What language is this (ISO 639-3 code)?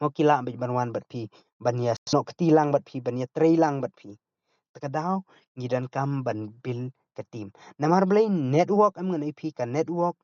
kha